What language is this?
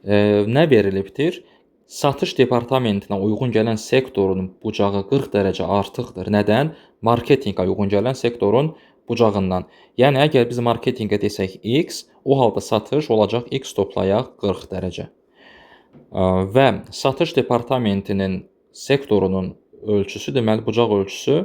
Azerbaijani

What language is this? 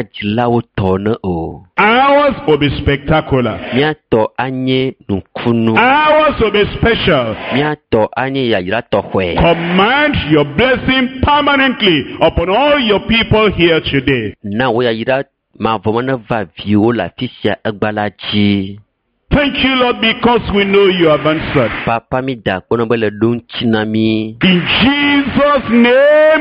Ewe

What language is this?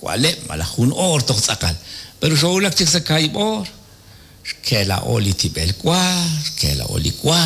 Kekchí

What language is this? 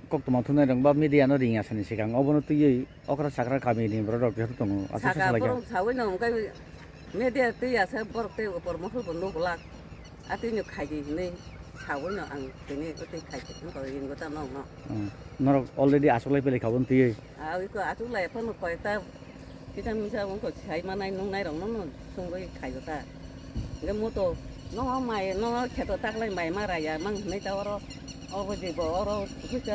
Kok Borok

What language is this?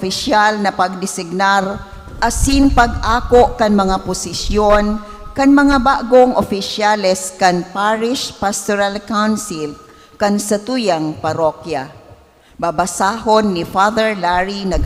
Bikol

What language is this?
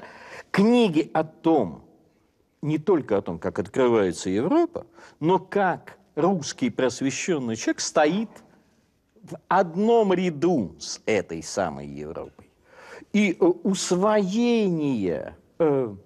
Russian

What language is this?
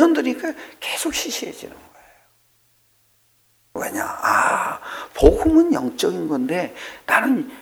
Korean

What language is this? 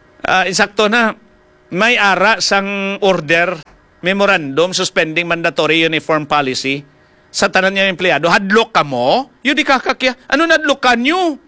Hiligaynon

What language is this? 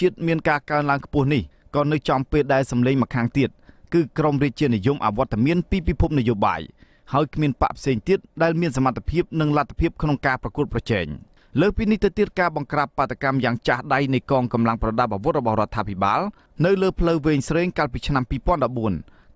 Khmer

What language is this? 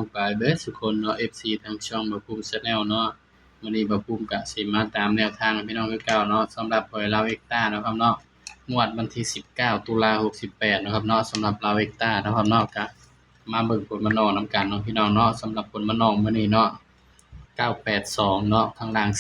Northeastern Thai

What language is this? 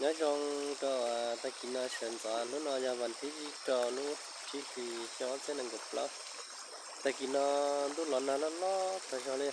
Hmong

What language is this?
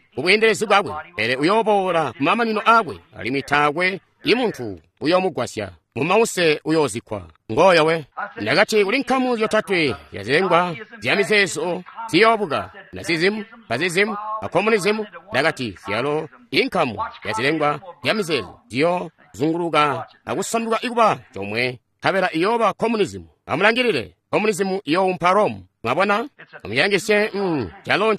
Tonga (Zambia)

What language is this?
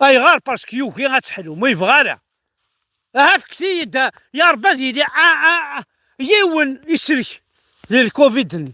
Kabyle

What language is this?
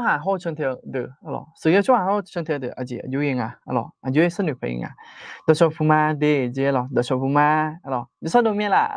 Akha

